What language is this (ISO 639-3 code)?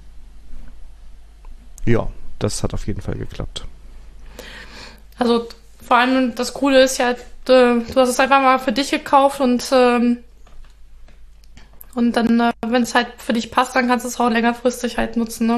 deu